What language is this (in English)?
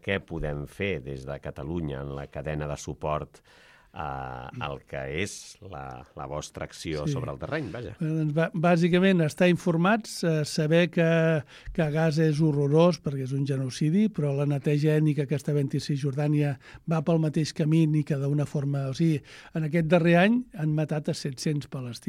Catalan